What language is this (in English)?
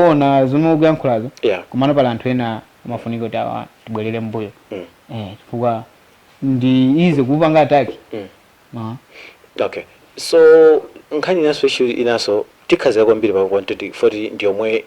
Nyanja